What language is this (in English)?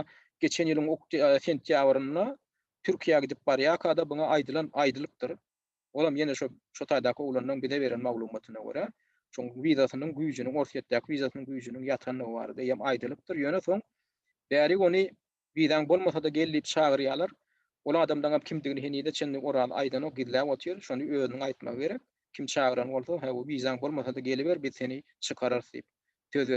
Turkmen